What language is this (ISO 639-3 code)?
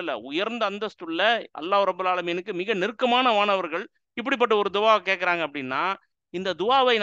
tam